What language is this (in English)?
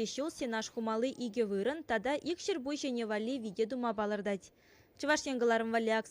Chuvash